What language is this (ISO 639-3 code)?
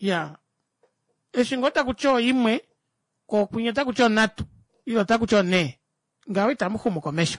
kua